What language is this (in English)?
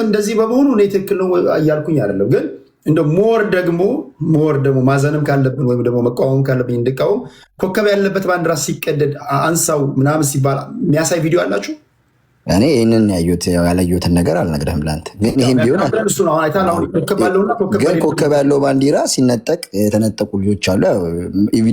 Amharic